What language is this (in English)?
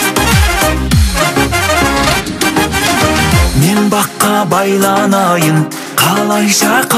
Kazakh